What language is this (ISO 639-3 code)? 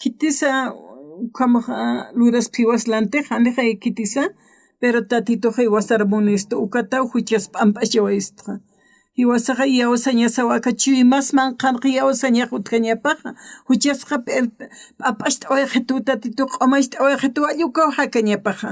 aym